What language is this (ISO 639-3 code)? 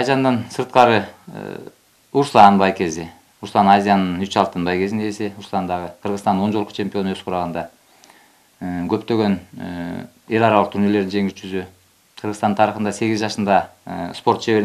kir